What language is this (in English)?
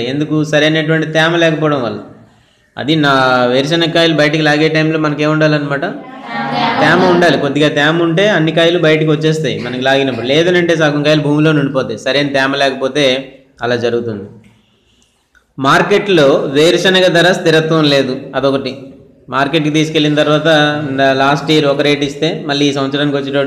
Telugu